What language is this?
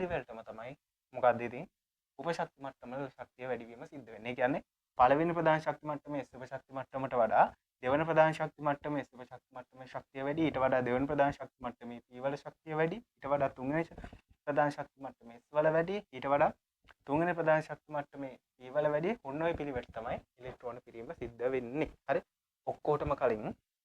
Sinhala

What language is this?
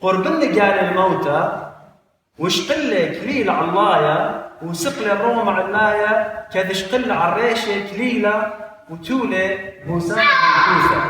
Assyrian Neo-Aramaic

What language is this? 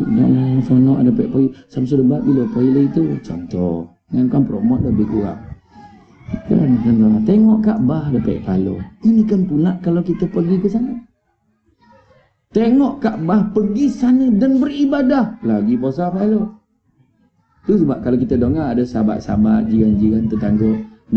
Malay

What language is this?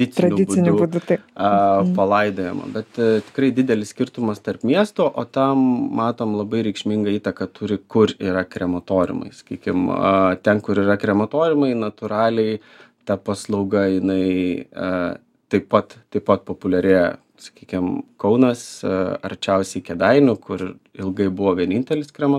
Lithuanian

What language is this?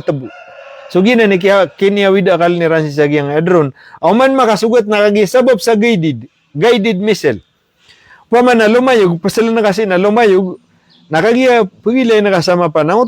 Maranao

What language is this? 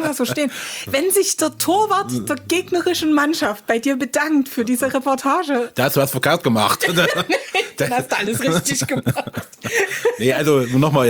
German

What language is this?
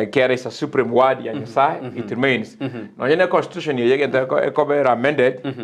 Gusii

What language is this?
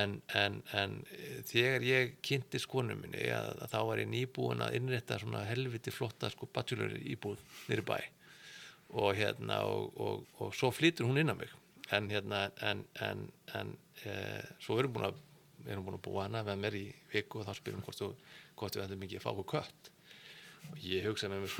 Icelandic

